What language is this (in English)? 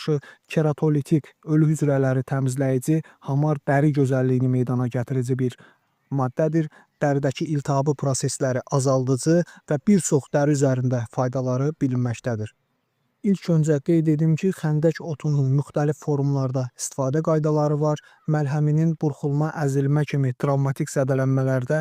Azerbaijani